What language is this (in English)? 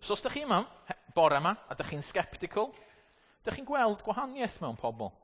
Welsh